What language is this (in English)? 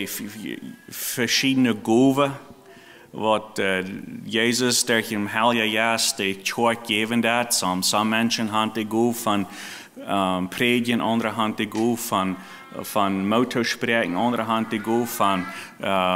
Plautdietsch